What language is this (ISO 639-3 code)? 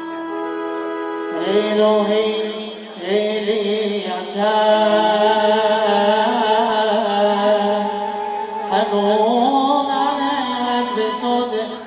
heb